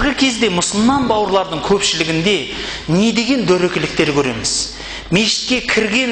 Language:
Kazakh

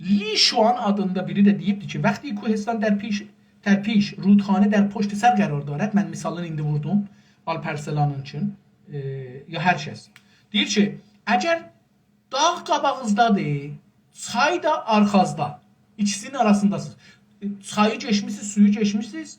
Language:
South Azerbaijani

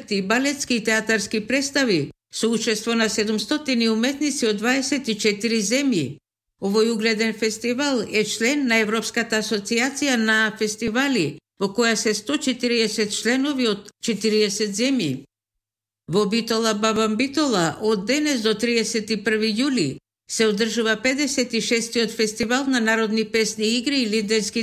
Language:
Macedonian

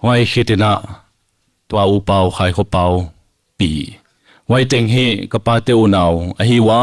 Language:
Paite Chin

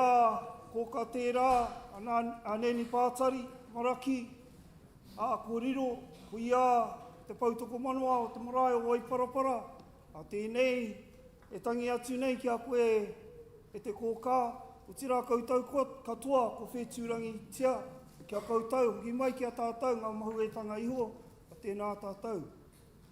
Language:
Māori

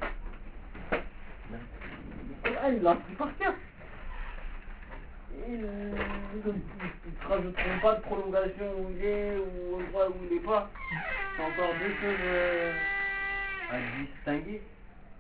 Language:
French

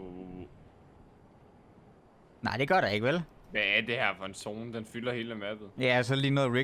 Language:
Danish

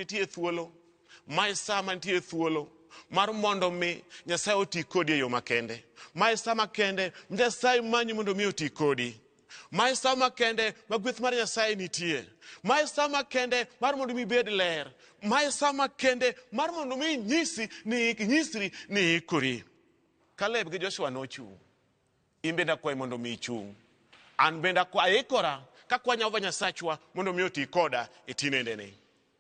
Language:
Luo (Kenya and Tanzania)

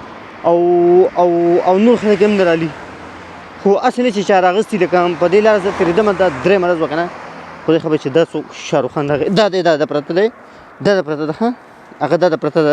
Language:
Pashto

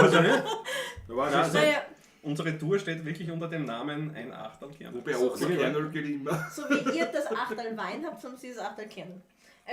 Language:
Bavarian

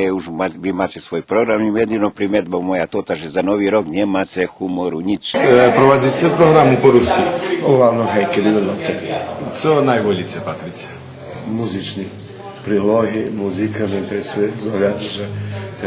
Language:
Rusyn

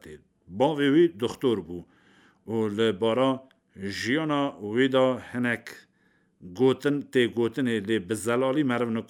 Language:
Kurdish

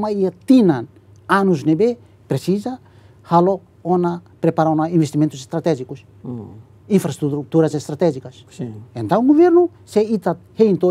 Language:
Tetum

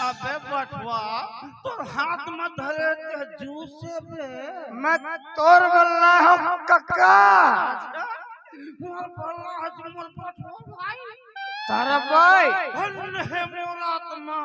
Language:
Chhattisgarhi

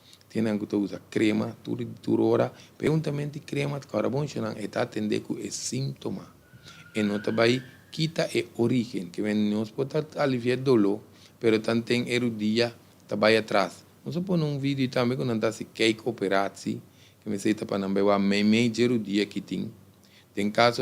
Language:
Papiamento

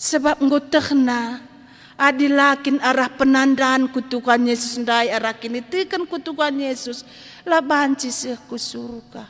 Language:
Batak Karo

